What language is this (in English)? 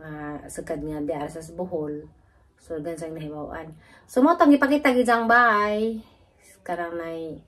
Cebuano